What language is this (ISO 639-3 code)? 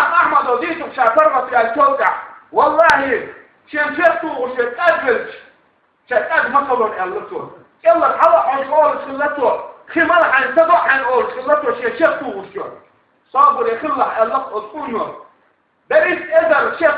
che